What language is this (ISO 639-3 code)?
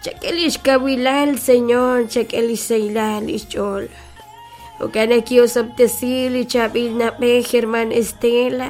kek